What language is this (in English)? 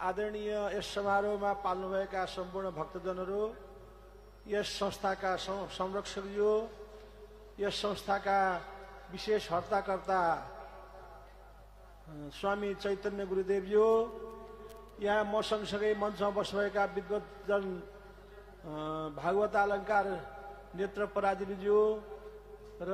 Nepali